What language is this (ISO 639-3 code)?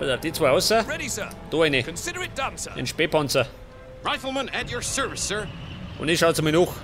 bar